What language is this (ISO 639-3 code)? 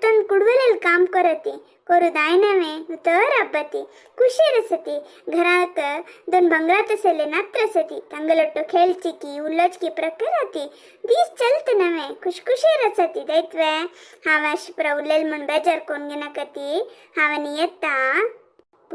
kok